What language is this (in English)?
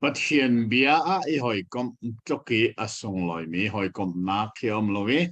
Hakha Chin